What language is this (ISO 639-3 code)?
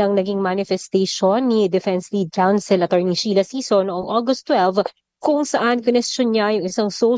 fil